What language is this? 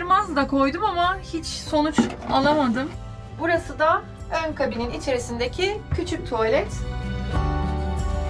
Turkish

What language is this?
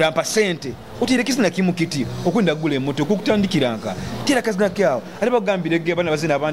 Nyoro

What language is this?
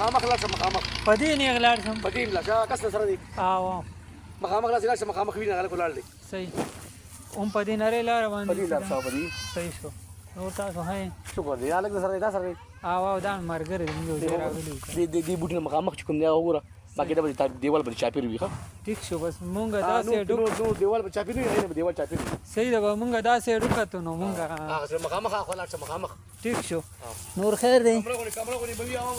Pashto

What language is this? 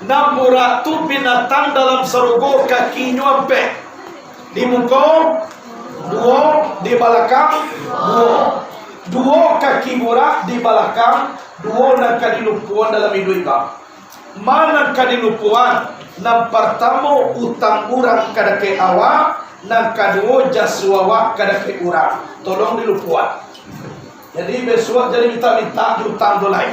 Minangkabau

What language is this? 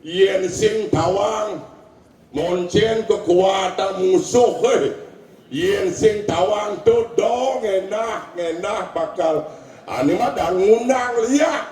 Balinese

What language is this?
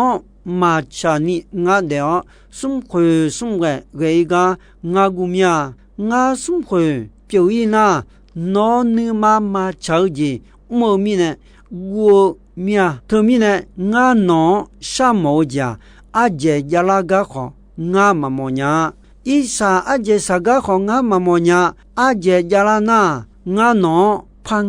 Akha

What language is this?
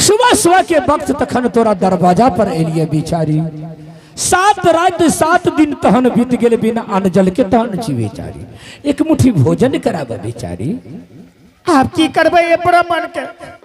Angika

